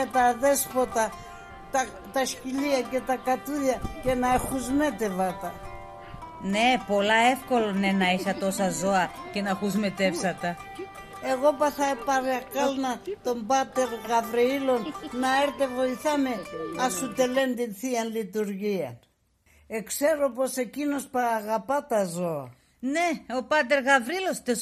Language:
Pontic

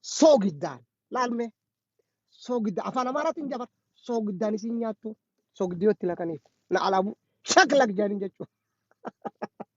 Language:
Oromo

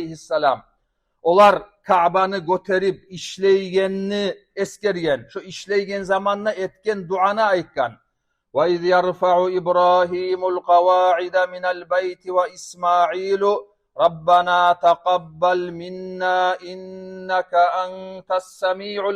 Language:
Kumyk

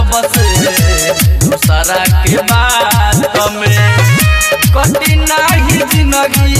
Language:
Bhojpuri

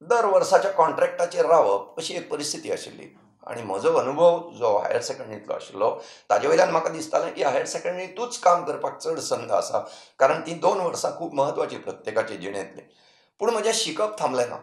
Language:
Konkani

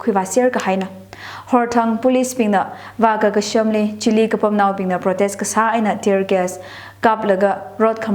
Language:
Tangkhul Naga (India)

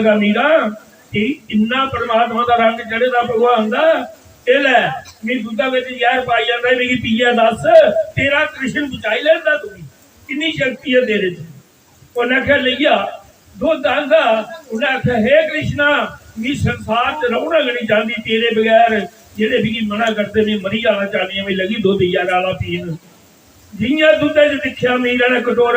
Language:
Dogri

